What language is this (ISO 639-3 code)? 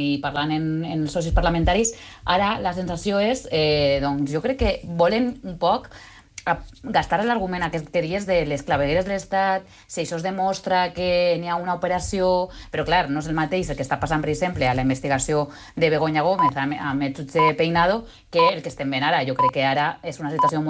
cat